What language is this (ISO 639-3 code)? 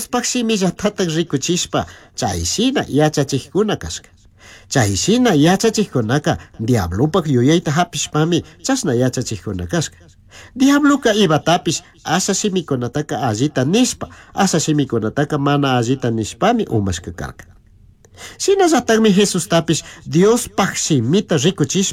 qug